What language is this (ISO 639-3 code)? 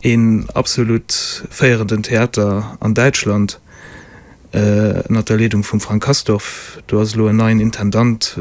ltz